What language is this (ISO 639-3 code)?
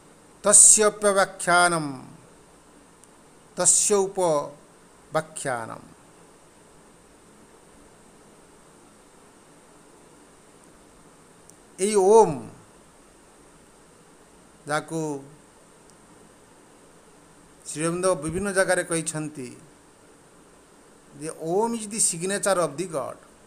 ori